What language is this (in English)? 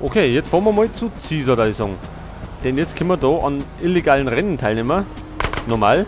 Bavarian